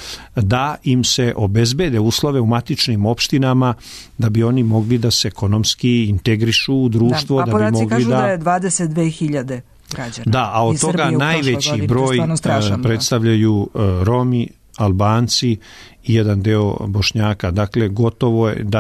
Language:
Serbian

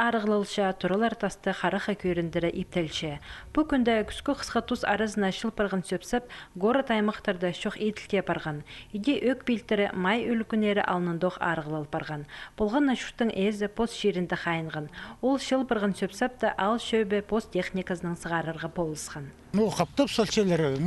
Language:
Khakas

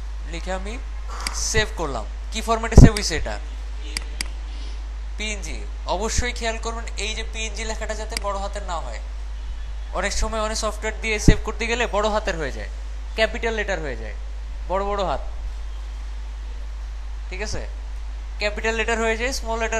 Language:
Bangla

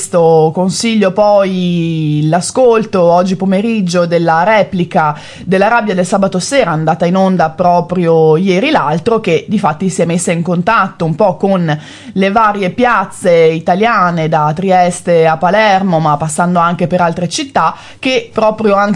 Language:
Italian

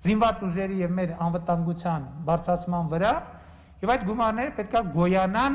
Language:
Armenian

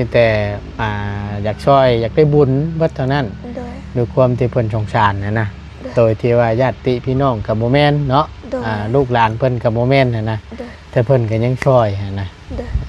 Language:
Lao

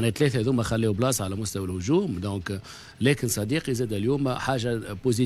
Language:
Tunisian Arabic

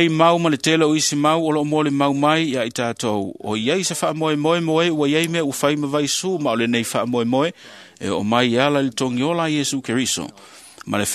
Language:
Samoan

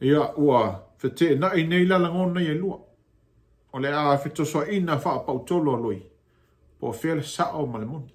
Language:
Samoan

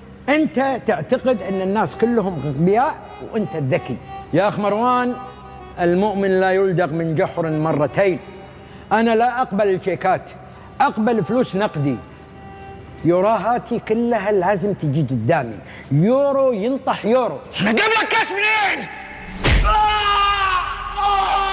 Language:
Egyptian Arabic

